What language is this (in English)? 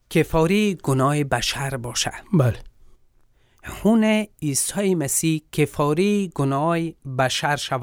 Persian